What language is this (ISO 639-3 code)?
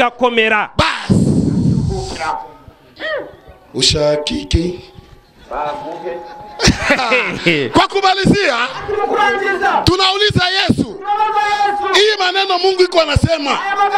kin